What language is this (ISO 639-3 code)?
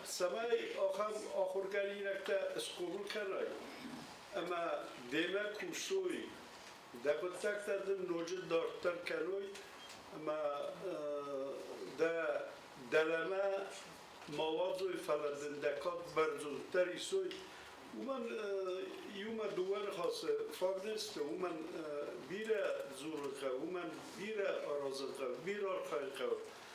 oss